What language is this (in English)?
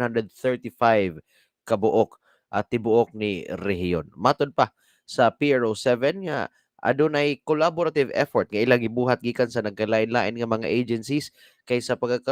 Cebuano